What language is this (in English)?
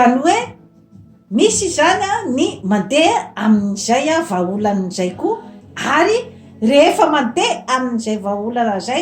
Malagasy